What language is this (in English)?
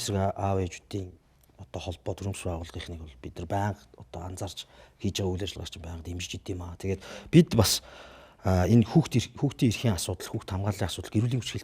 Mongolian